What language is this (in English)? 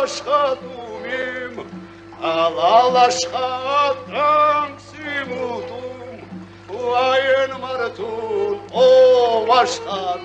Crimean Tatar